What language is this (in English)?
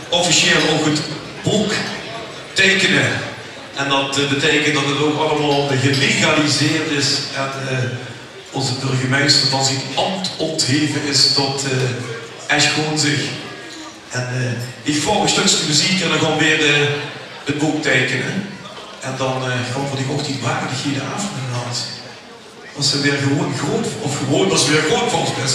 Limburgish